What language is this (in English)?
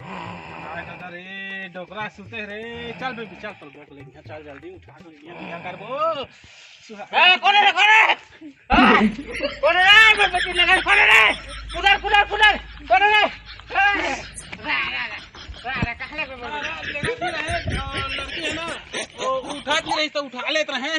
Chhattisgarhi